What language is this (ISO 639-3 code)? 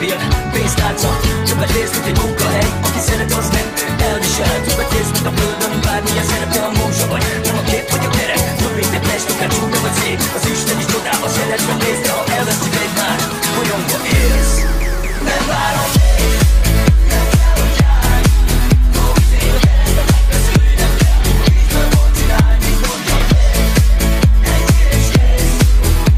hun